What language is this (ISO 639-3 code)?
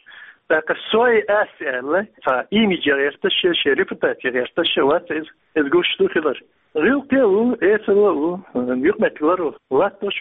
che